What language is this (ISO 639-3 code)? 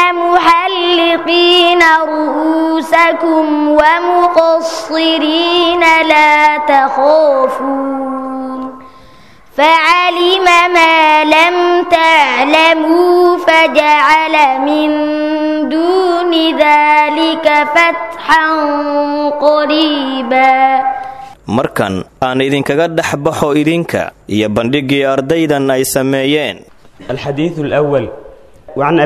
som